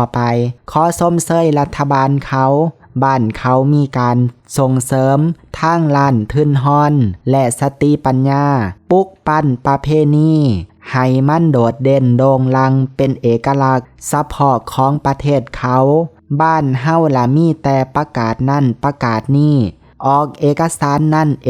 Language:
Lao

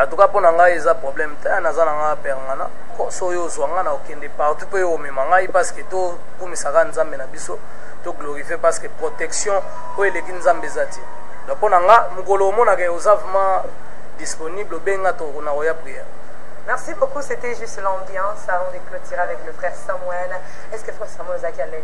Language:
Lingala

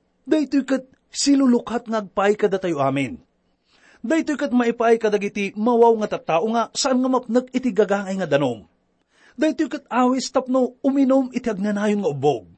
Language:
Iloko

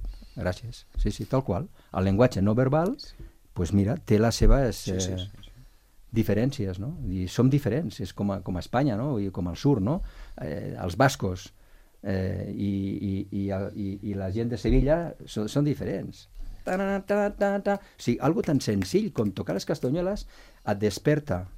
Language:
Catalan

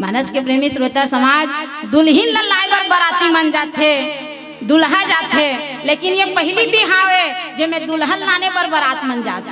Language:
Chhattisgarhi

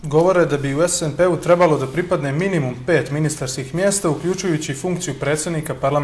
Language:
Bosnian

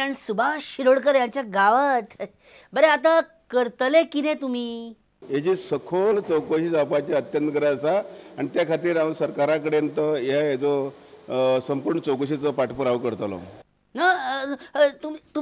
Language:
Konkani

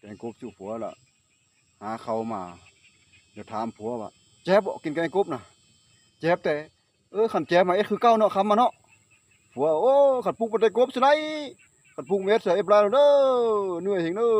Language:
Northeastern Thai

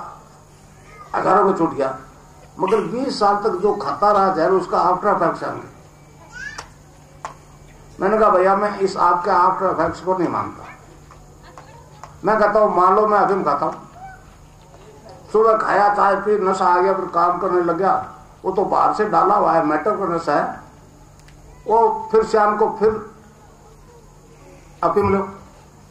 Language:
Hindi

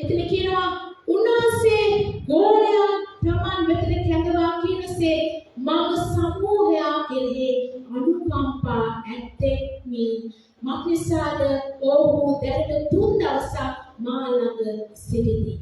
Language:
Sinhala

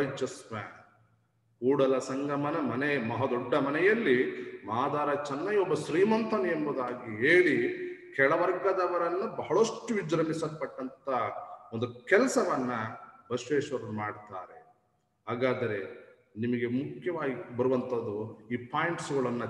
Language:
Kannada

